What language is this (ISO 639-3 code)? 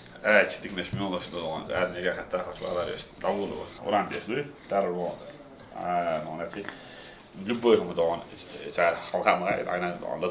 che